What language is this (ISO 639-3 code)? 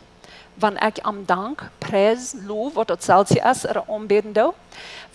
pdt